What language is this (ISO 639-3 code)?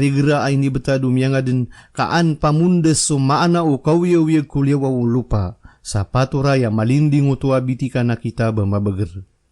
mrw